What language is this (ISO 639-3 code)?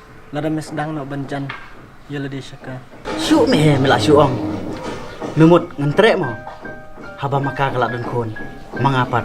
kha